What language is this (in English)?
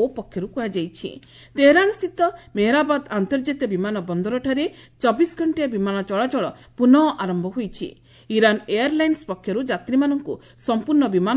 Odia